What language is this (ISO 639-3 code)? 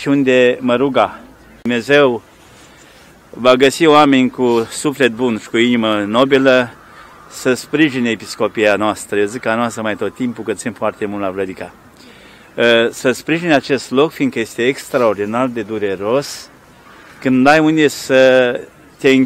ron